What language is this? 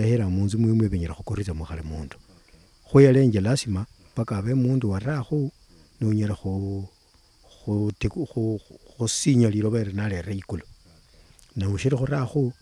Luyia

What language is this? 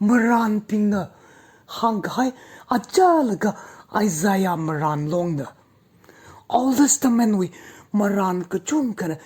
Tangkhul Naga (India)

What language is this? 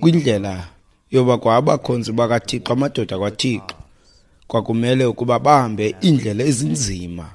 Xhosa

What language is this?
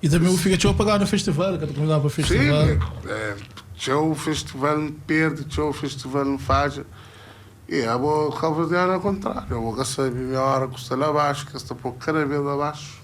Kabuverdianu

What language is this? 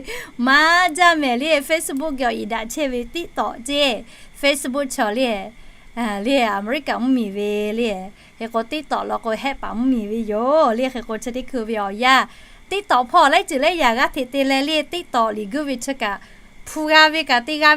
Lahu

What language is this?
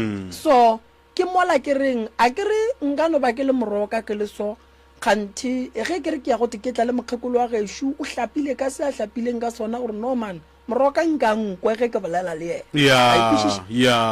Northern Sotho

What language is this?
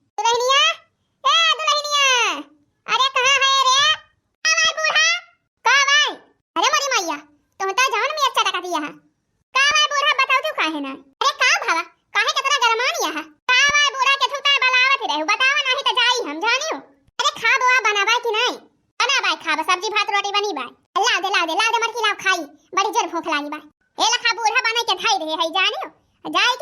Awadhi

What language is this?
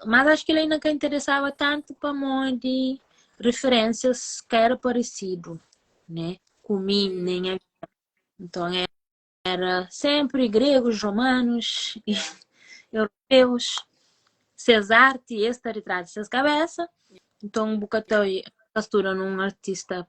Kabuverdianu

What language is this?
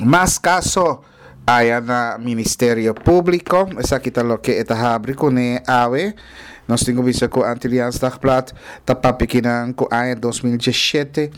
Papiamento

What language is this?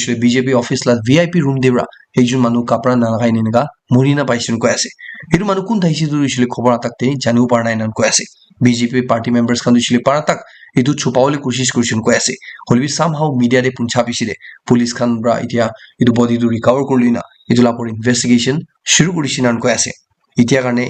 Naga Pidgin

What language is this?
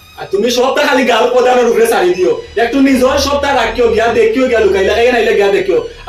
Sylheti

